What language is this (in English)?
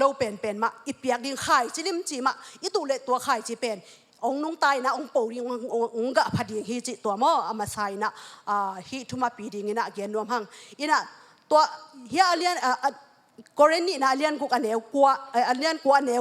Tedim Chin